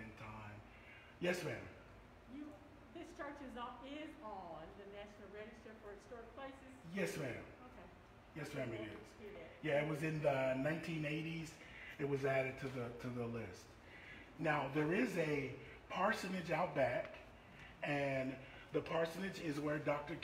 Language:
English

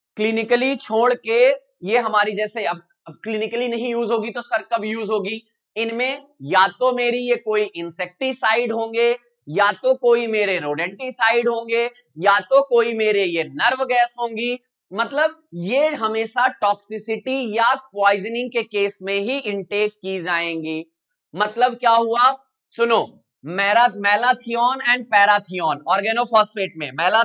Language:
Hindi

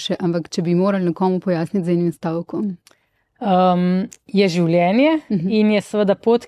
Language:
Slovenian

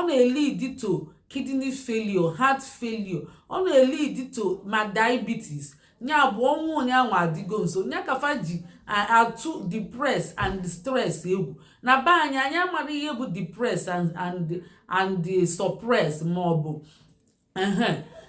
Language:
Igbo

